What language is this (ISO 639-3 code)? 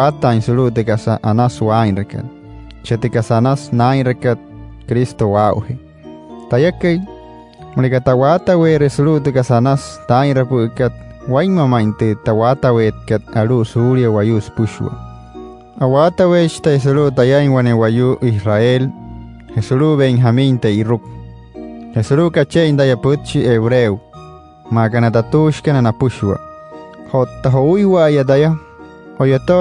guc